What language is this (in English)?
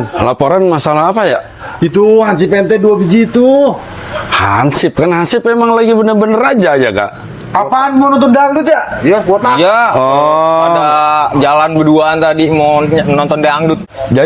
Betawi